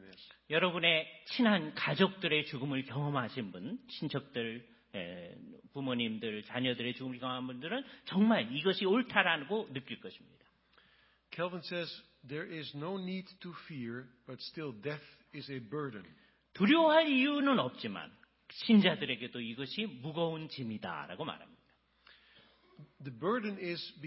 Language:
Korean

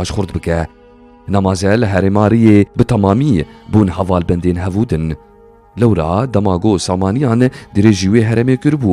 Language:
Kurdish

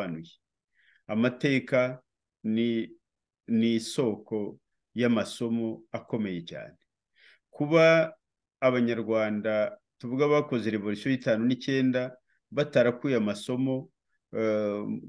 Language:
Kinyarwanda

